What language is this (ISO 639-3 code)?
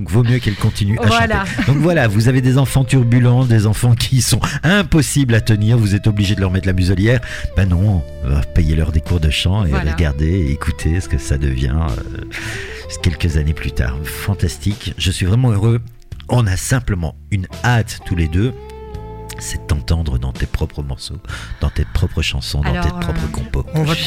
fra